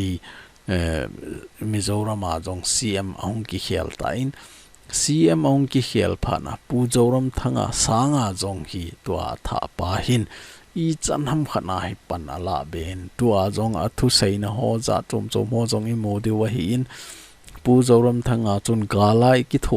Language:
Thado Chin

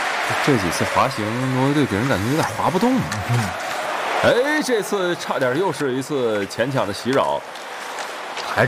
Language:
Chinese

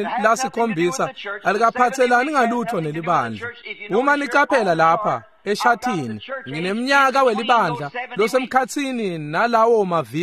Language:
Swati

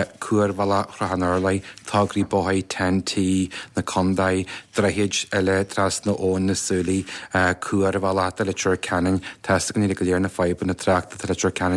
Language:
Irish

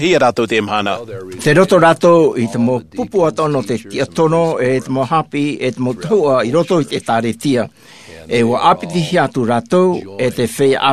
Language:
Tahitian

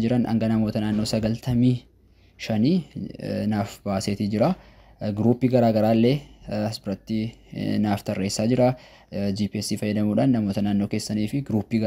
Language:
Oromo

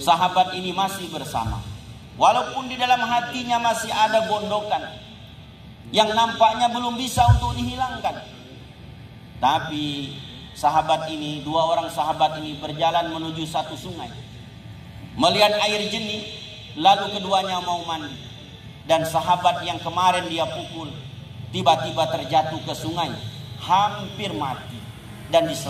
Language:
Indonesian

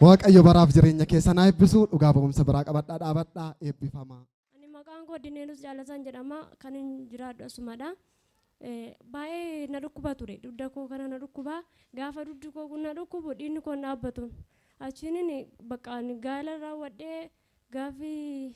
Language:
Oromo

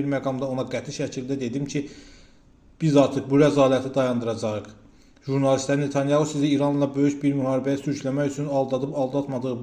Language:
Azerbaijani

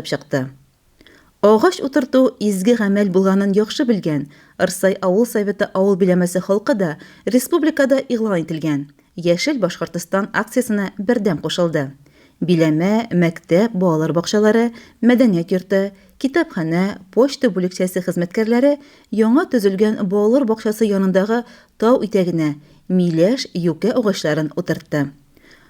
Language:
Tatar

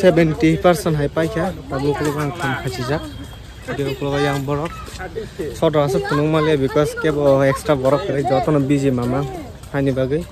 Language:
Kok Borok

